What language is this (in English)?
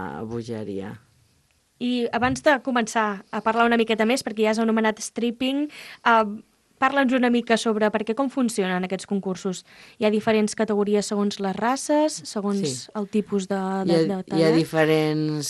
Catalan